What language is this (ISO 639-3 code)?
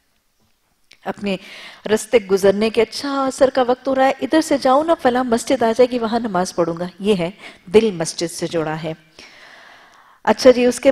urd